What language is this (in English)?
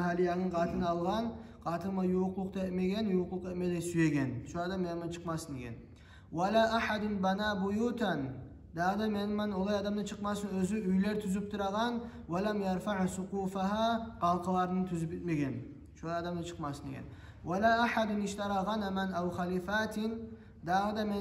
Kumyk